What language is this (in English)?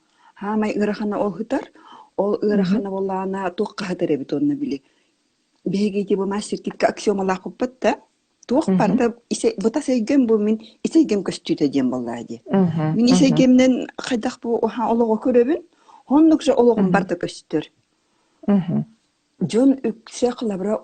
Yakut